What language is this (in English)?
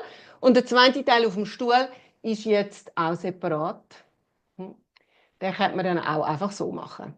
Swiss German